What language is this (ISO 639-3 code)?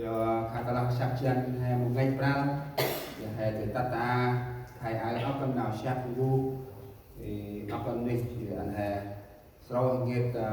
cmo